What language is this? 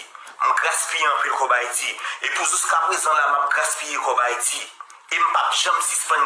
Haitian Creole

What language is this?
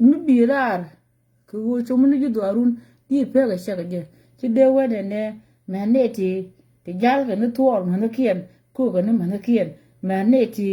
Nuer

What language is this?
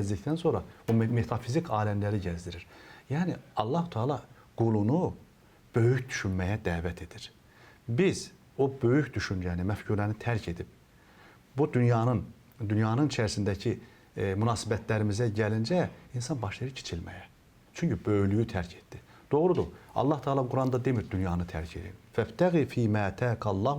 Azerbaijani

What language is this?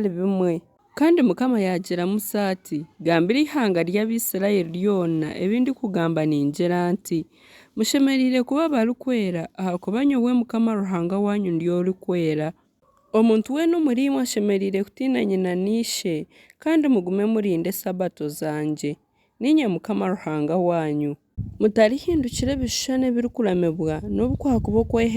Nyankole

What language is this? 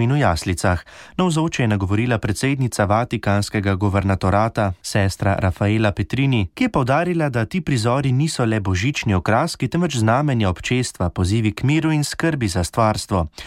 Slovenian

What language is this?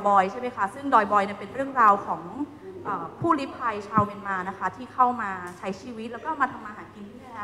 Thai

